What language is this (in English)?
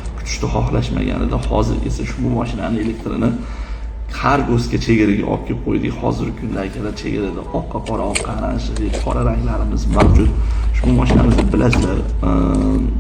Uzbek